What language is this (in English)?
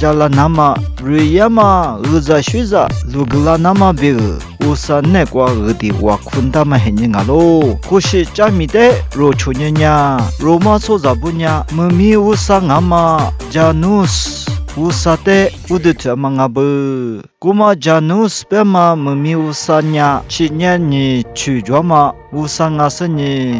Lisu